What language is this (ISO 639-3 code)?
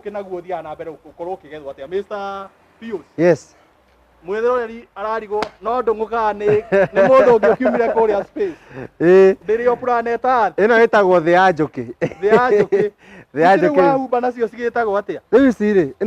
kik